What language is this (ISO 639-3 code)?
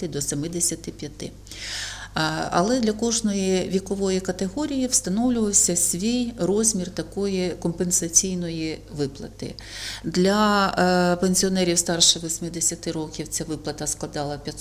ukr